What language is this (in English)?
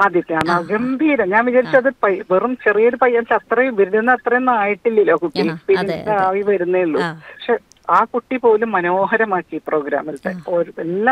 Malayalam